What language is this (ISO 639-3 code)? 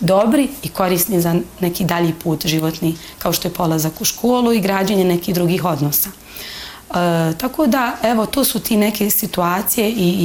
bos